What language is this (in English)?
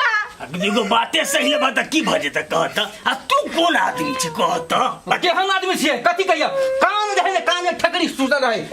Maithili